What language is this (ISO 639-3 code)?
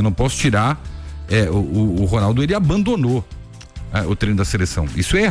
por